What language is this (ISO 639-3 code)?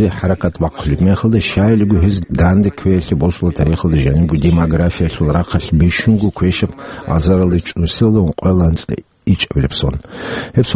ava